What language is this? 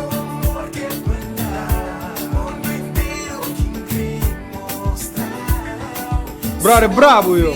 Kabuverdianu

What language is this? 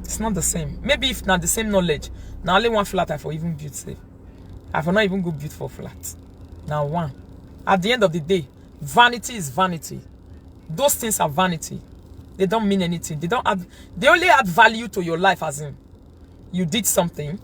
Nigerian Pidgin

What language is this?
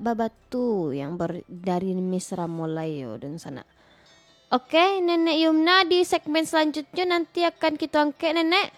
Minangkabau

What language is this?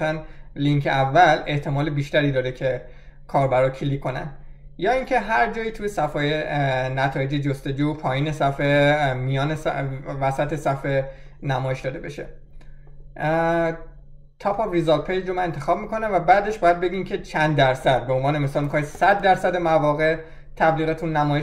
Persian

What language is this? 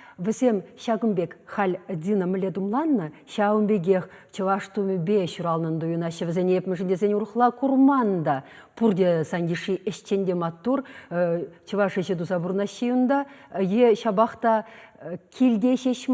Chuvash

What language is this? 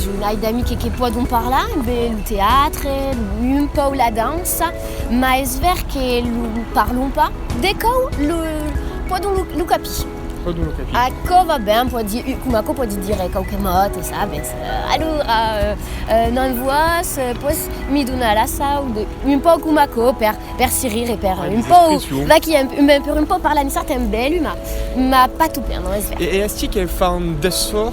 Occitan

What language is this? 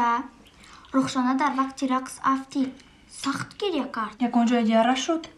Tajik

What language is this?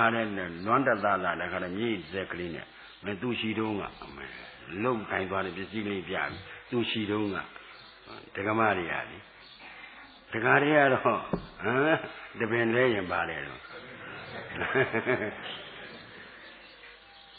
Burmese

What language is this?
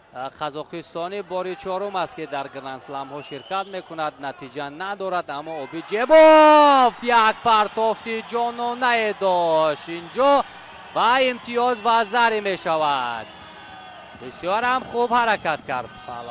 Tajik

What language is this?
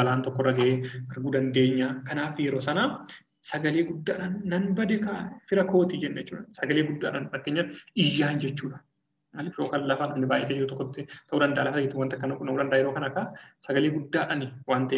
Oromo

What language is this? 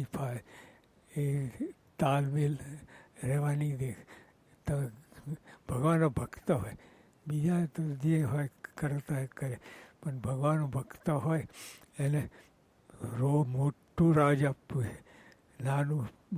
Gujarati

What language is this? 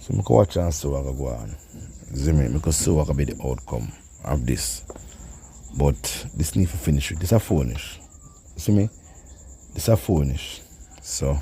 Jamaican Creole English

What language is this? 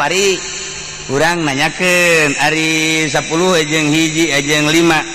Sundanese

